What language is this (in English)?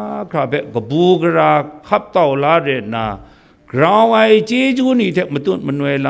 Kachin